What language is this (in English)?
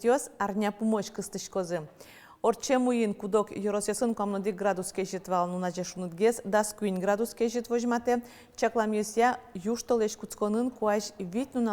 Udmurt